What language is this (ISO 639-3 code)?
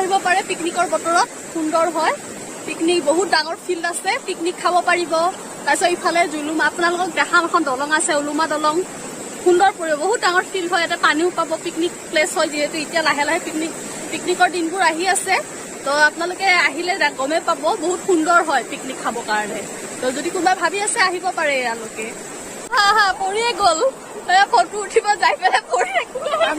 asm